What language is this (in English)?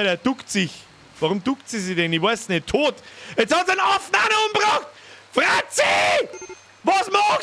Bavarian